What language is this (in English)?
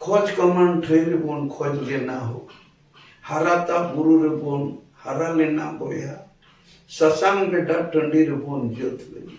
Santali